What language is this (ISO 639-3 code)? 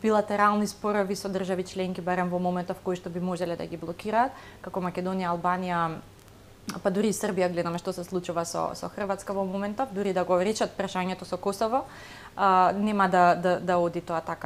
mkd